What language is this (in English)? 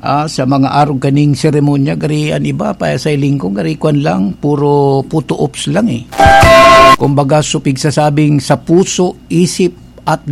Bikol